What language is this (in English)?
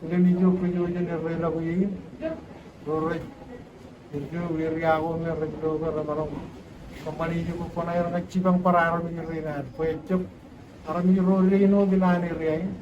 Marshallese